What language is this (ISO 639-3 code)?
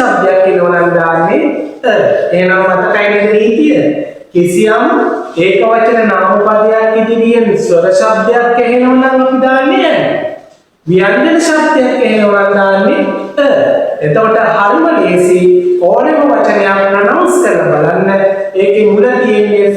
sin